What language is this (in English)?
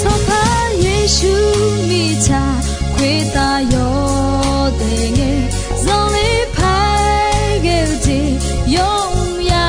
Akha